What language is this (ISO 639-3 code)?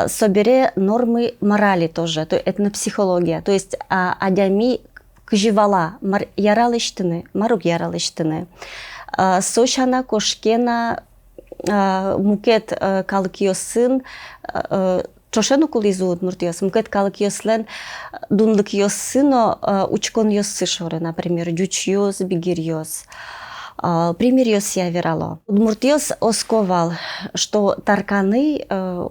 udm